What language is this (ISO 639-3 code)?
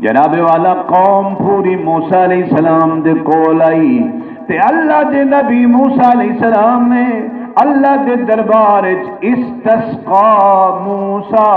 skr